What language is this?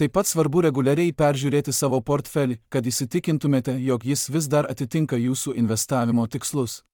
Lithuanian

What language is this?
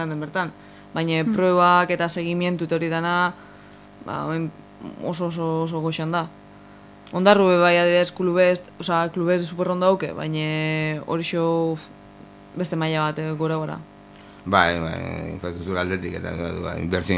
Basque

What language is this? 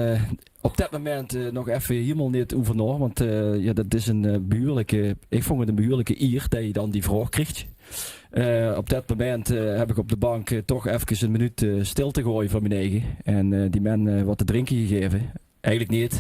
Limburgish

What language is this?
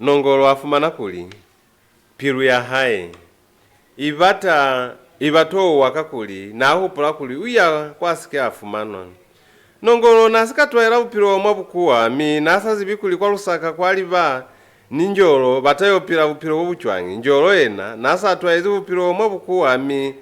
Lozi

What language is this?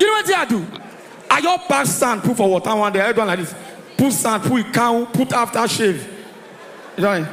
Nigerian Pidgin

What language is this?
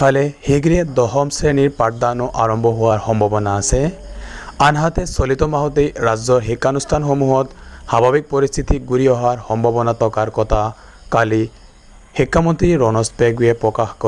Assamese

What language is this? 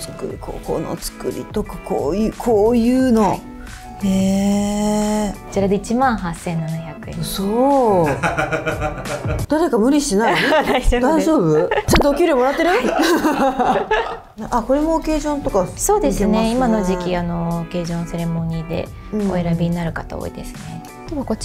Japanese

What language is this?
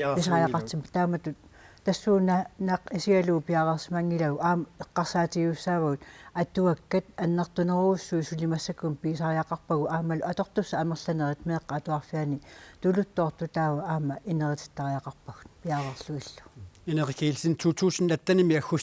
Kalaallisut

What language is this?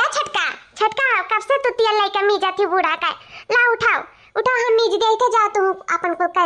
Awadhi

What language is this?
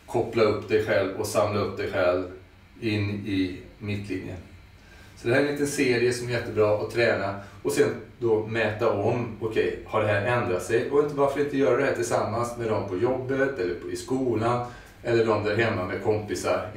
Swedish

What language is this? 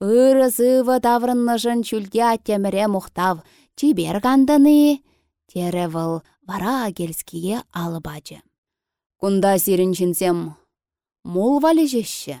Chuvash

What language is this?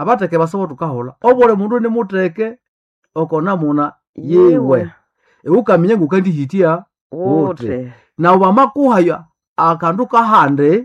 Nande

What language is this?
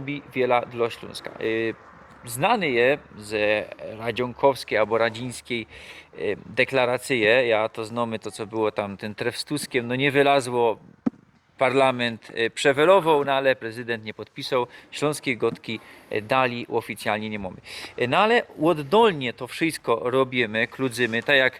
Silesian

